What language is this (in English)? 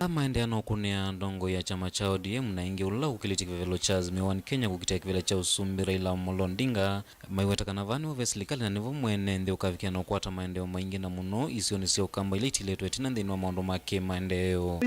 Kamba